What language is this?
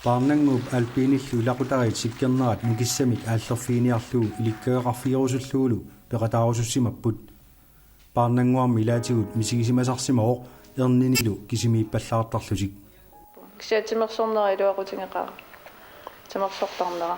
Kalaallisut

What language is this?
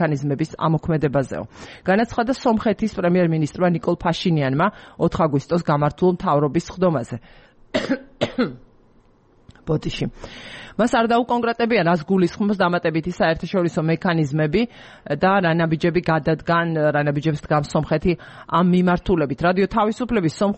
Georgian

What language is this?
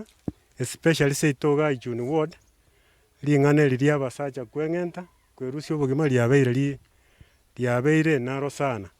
Gusii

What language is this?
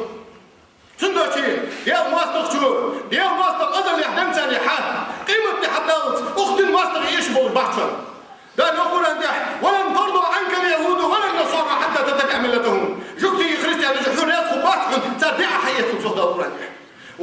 Ingush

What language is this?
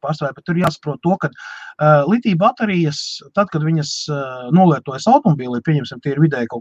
Latvian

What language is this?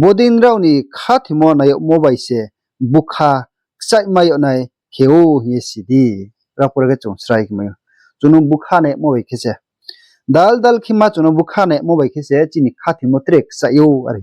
Riang (India)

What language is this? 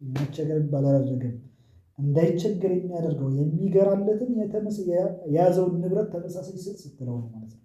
Amharic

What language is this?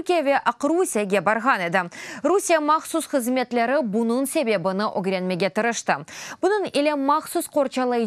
Crimean Tatar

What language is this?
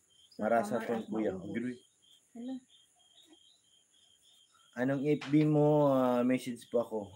Filipino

